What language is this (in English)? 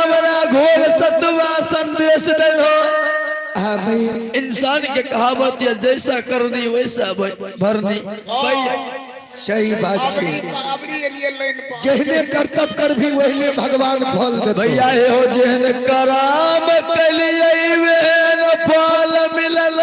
Maithili